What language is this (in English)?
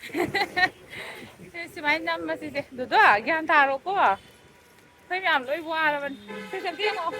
Manipuri